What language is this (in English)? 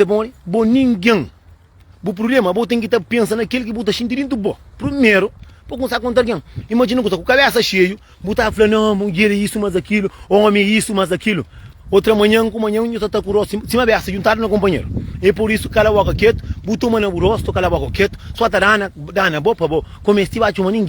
Kabuverdianu